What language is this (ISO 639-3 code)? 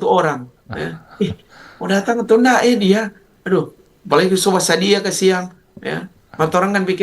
xmm